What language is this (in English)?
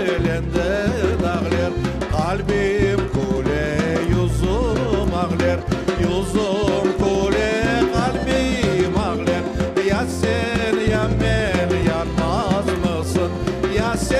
Crimean Tatar